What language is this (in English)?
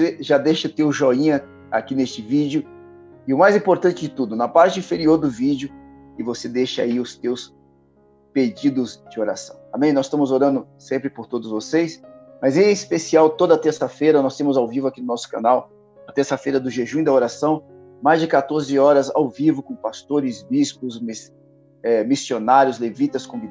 Portuguese